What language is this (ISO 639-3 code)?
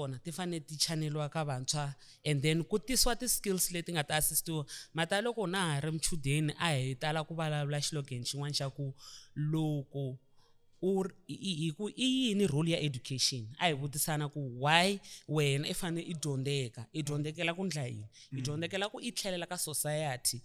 tso